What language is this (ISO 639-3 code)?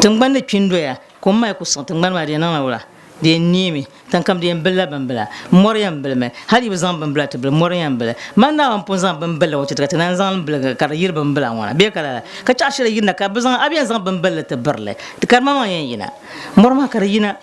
dag